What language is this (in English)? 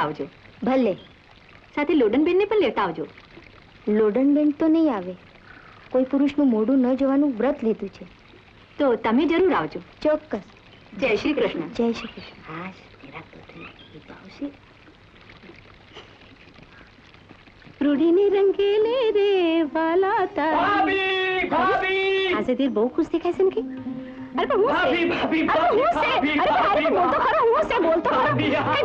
Gujarati